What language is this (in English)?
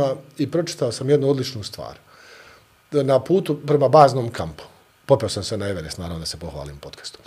Bosnian